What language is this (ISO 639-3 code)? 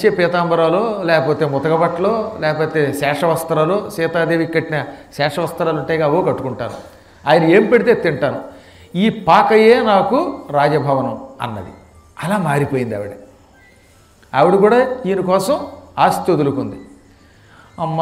tel